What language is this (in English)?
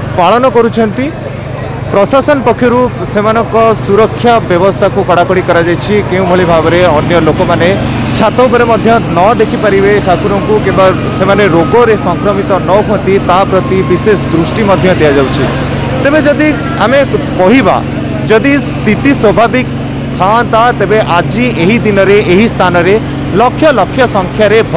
Odia